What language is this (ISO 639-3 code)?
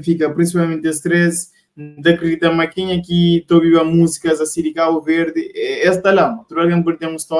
kea